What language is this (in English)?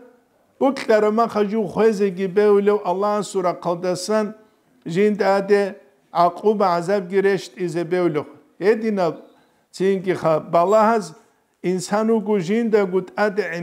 Avaric